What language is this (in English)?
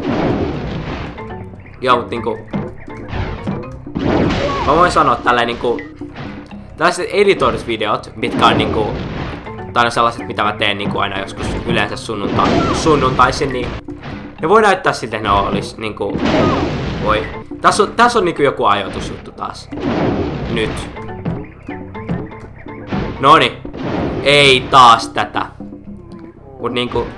Finnish